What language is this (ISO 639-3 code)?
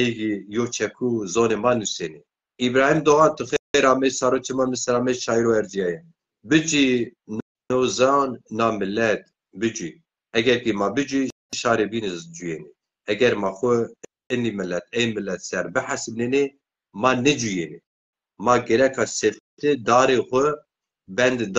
zza